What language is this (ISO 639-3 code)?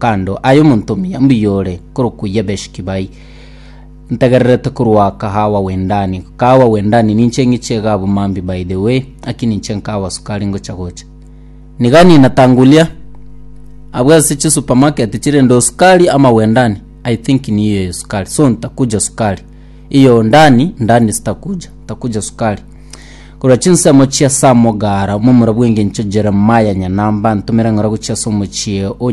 guz